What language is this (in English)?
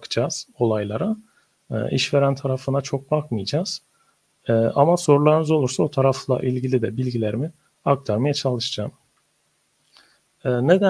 Turkish